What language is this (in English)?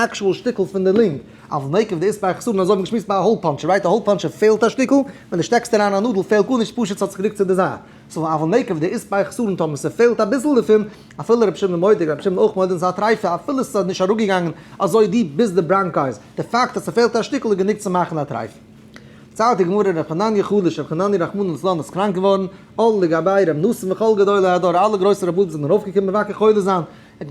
Yiddish